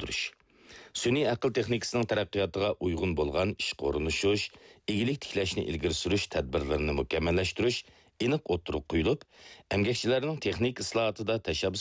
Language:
Uyghur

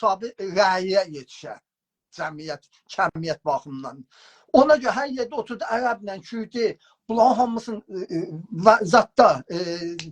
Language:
South Azerbaijani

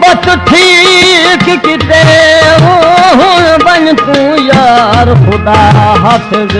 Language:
Saraiki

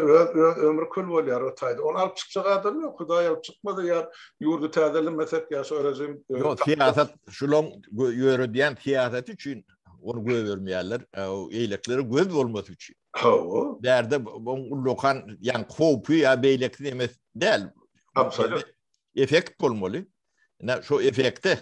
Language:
Turkmen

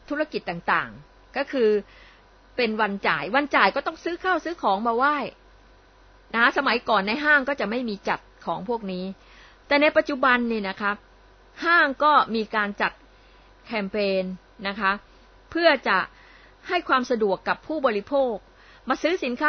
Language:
Thai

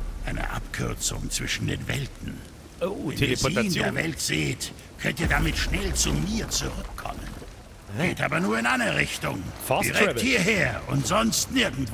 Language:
Bavarian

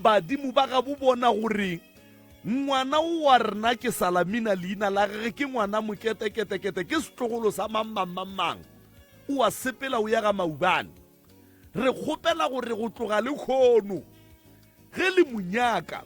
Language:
Northern Sotho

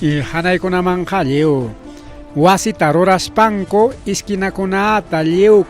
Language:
Ayacucho Quechua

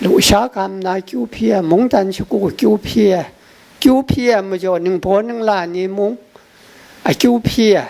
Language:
Kachin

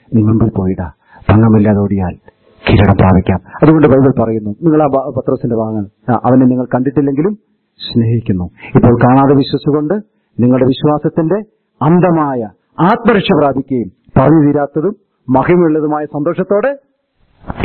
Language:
Malayalam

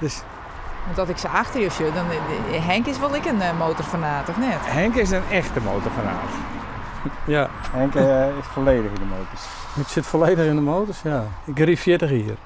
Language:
Western Frisian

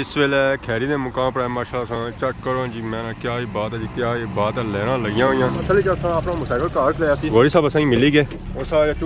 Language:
Pahari-Potwari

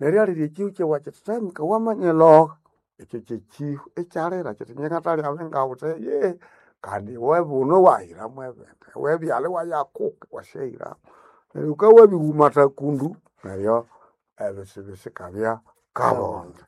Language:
Nande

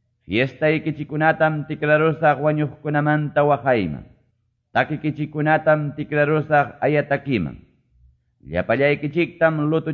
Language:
Quechua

